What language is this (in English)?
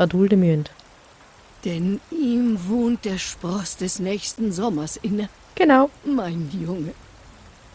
Swiss German